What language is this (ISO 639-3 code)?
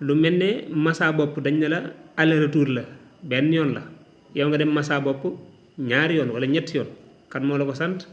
wol